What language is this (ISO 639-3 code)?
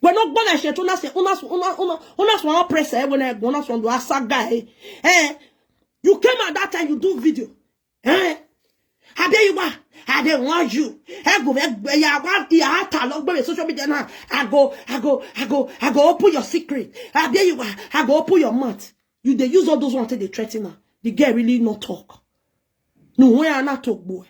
pcm